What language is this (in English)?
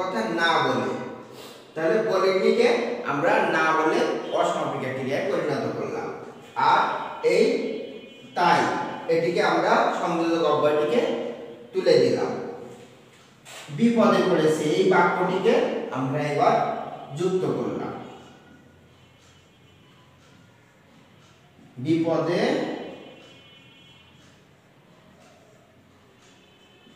Bangla